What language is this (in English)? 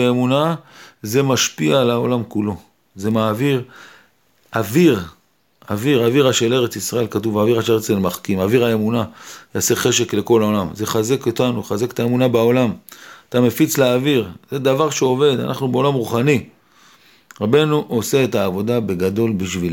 Hebrew